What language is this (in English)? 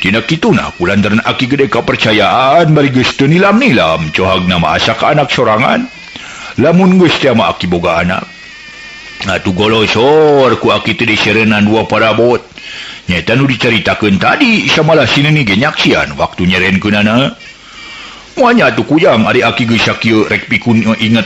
Sundanese